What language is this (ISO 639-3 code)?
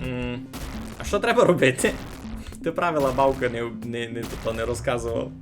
rue